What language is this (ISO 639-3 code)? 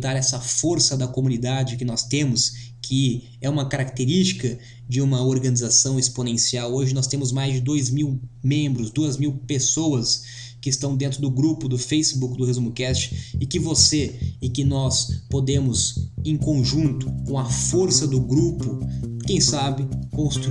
por